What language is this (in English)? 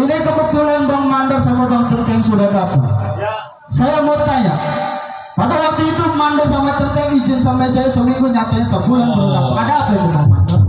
Betawi